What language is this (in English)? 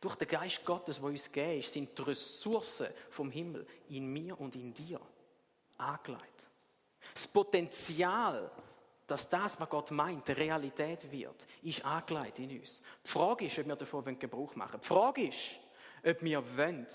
Swiss German